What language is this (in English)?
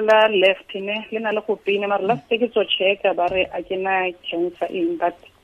Tswana